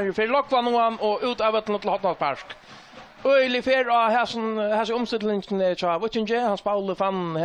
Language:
Faroese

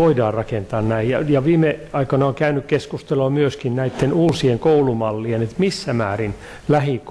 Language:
Finnish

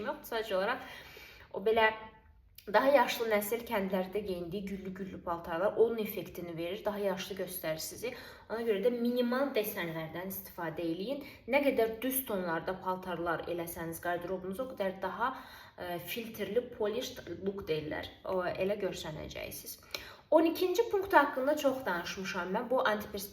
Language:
Azerbaijani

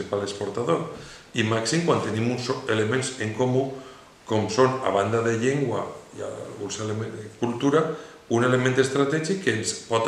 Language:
Catalan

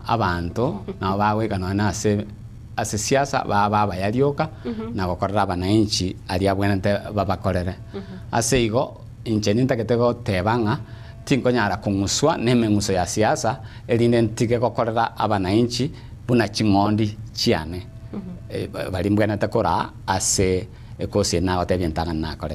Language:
Gusii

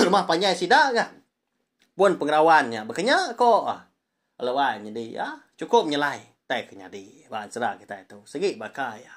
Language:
Iban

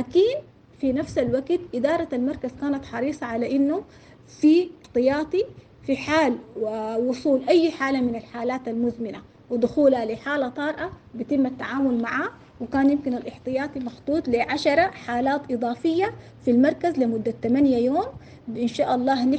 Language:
Sudanese Arabic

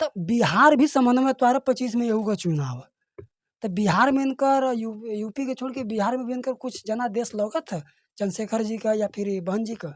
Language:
Bhojpuri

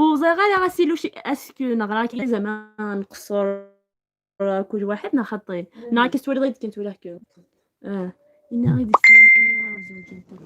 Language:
Algerian Arabic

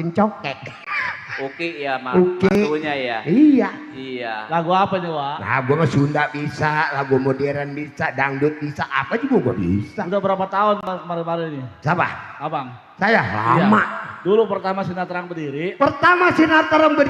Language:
Betawi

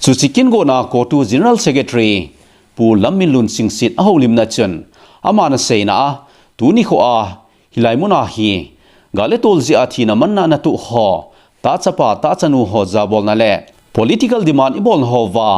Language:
Thado Chin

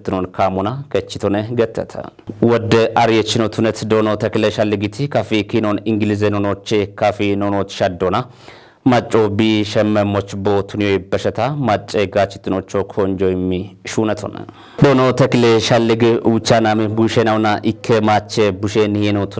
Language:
Kafa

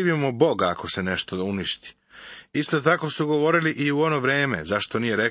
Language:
Serbian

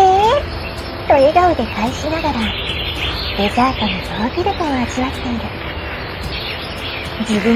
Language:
Japanese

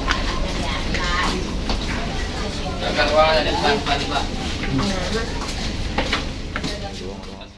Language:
Indonesian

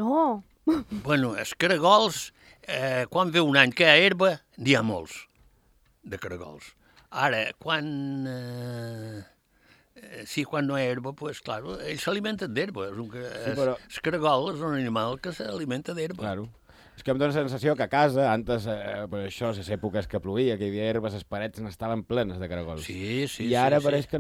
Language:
Catalan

